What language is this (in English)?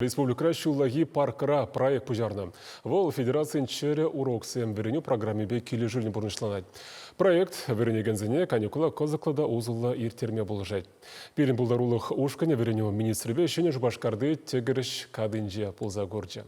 Chuvash